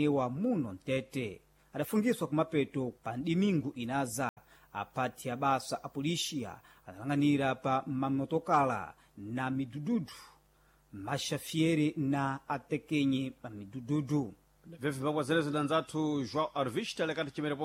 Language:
Sena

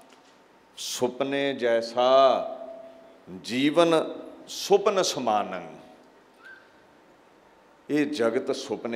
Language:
Punjabi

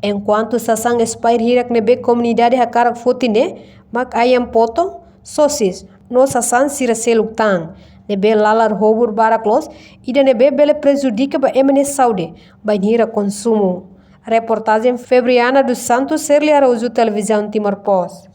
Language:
Tetum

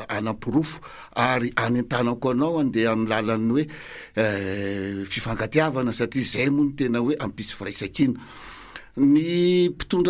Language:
Malagasy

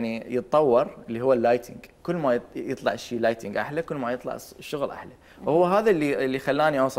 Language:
Mesopotamian Arabic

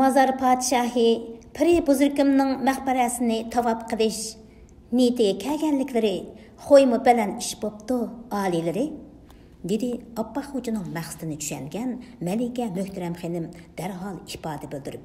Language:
Uyghur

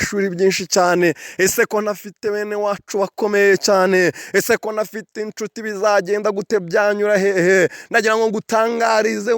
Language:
Kinyarwanda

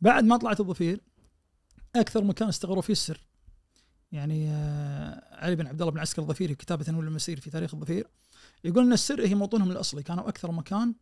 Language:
Najdi Arabic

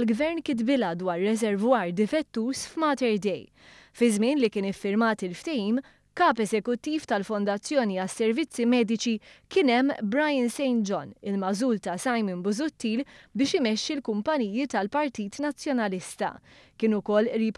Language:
Maltese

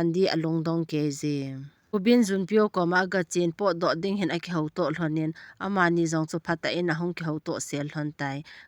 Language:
Thado Chin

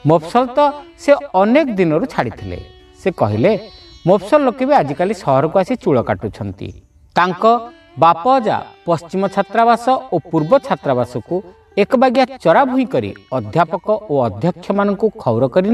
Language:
Odia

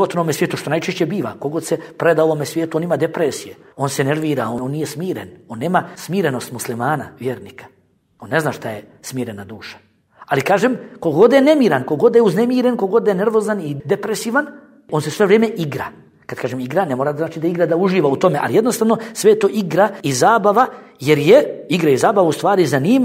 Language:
Bosnian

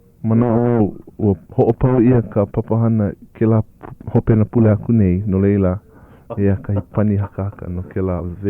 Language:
Hawaiian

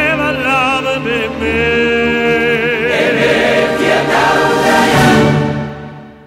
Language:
Hebrew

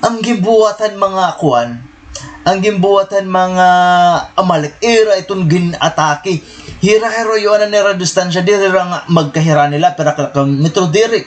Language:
Waray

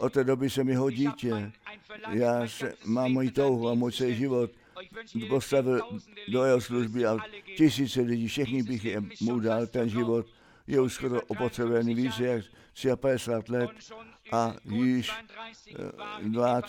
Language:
Czech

